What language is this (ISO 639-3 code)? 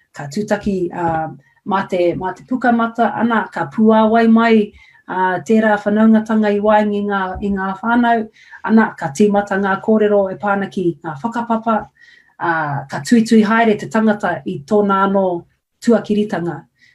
mri